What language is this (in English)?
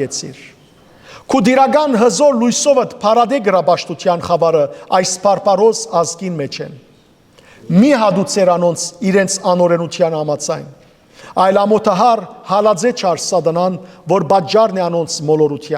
Western Armenian